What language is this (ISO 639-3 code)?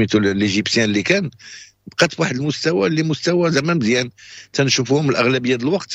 ary